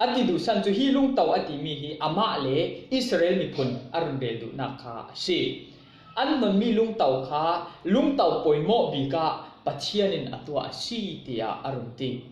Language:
Falam Chin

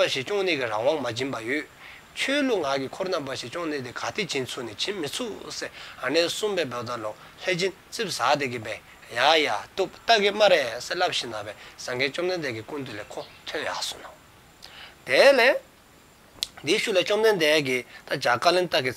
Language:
Dzongkha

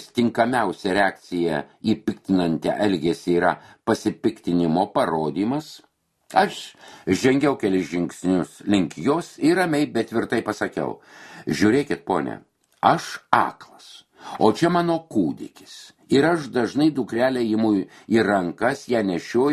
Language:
Lithuanian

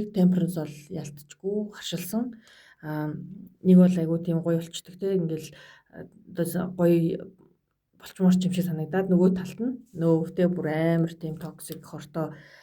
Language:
Mongolian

